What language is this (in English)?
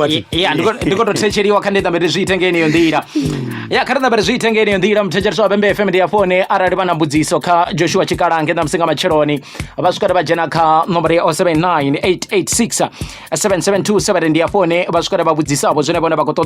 Venda